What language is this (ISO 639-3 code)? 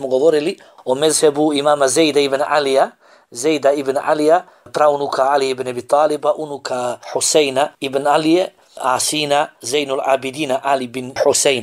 bos